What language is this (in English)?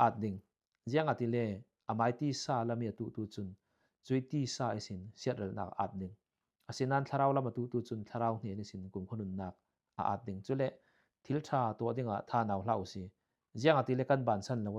Falam Chin